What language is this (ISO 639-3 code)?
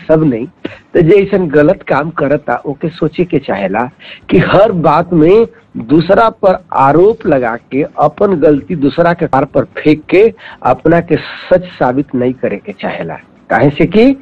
bho